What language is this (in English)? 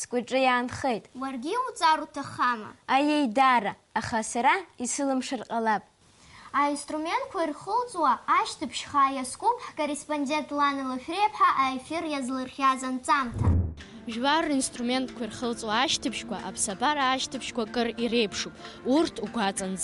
Abkhazian